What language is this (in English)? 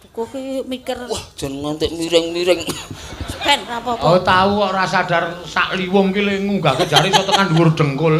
Javanese